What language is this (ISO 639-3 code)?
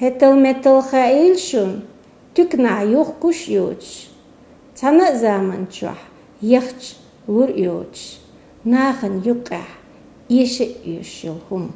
che